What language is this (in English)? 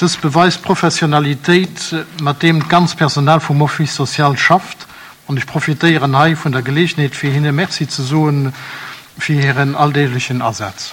Luxembourgish